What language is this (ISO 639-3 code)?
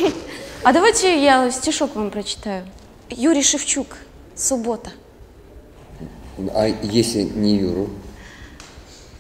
rus